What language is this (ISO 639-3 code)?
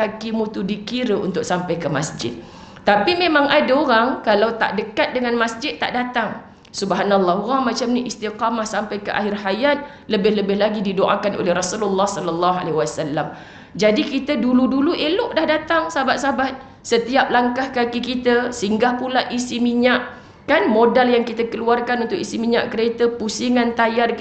msa